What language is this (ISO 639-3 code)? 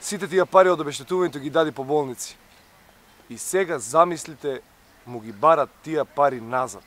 mkd